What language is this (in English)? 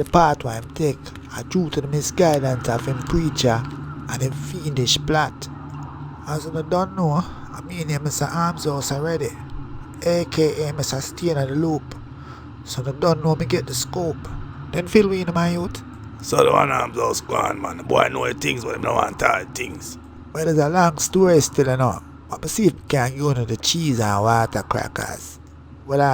Jamaican Creole English